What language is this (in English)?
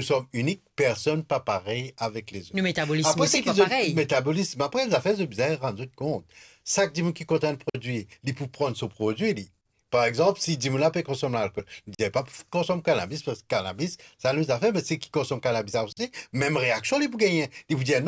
Morisyen